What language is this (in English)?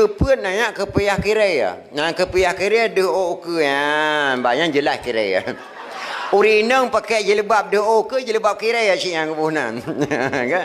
Achinese